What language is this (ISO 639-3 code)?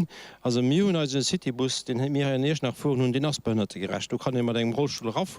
ltz